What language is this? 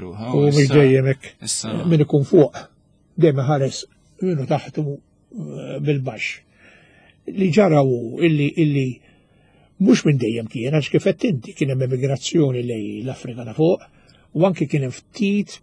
Maltese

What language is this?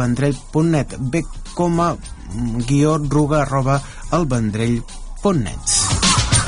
Catalan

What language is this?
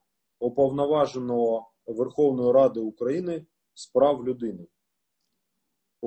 Ukrainian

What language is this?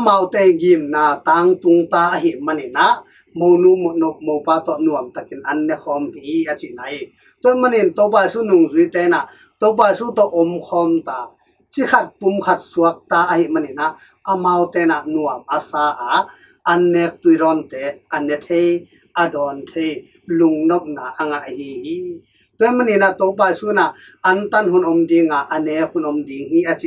Tedim Chin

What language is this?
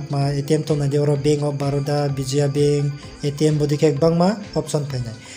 Riang (India)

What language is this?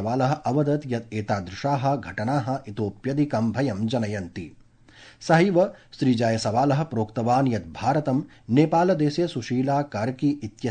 Sanskrit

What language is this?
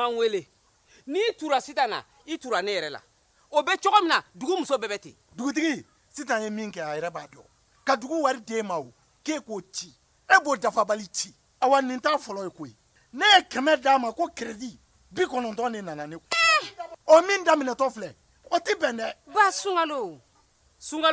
Bambara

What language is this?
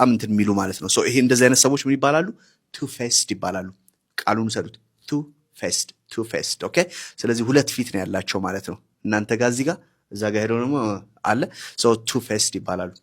Amharic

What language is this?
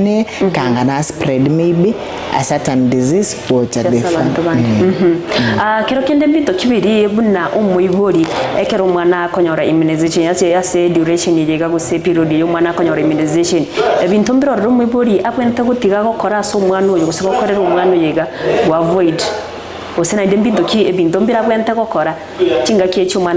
Gusii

